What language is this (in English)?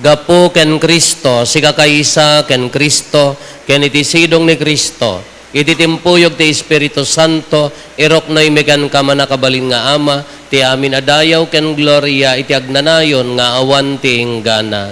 Iloko